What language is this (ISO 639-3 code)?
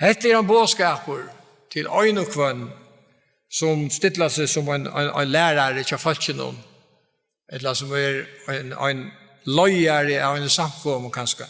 fao